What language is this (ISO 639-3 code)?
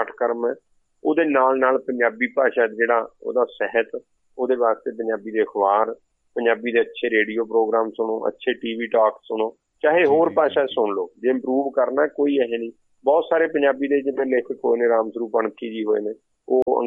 pan